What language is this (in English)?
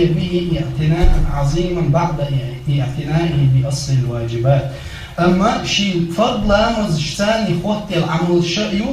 Chechen